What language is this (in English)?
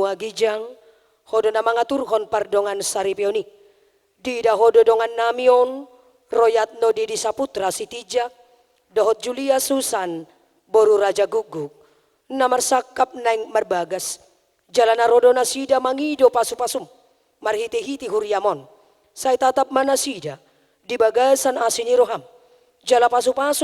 Batak Toba